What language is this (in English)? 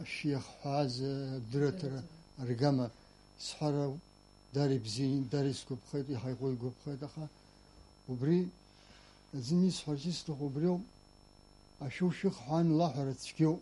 Abkhazian